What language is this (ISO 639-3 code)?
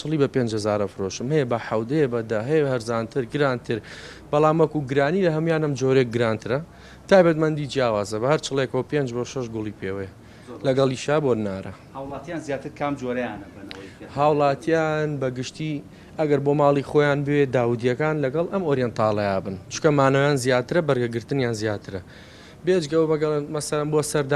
ckb